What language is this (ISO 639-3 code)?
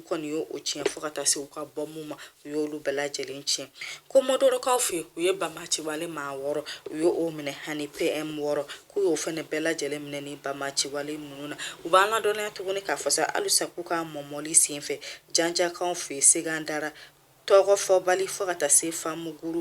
bam